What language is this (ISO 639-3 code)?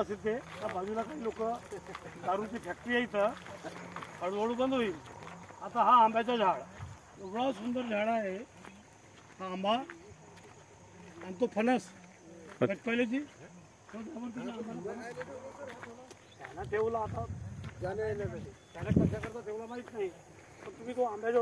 mar